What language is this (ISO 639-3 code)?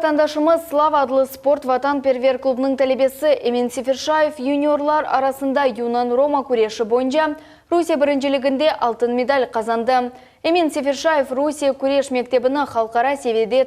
crh